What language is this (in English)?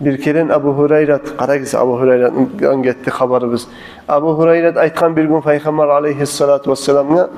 Kumyk